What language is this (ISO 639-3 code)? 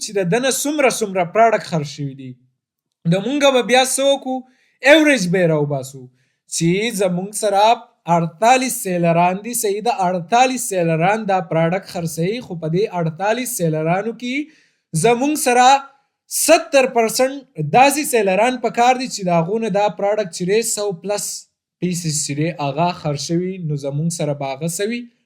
pus